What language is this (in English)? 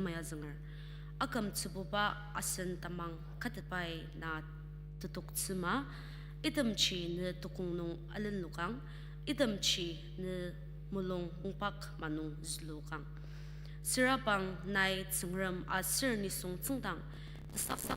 Ao Naga